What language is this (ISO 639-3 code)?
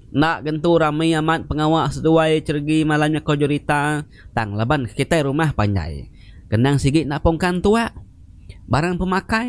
iba